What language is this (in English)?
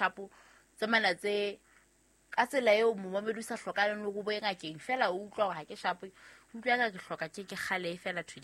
Southern Sotho